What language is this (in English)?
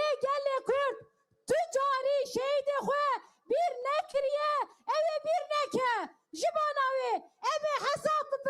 Kurdish